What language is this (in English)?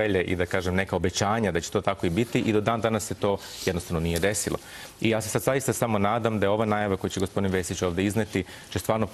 Serbian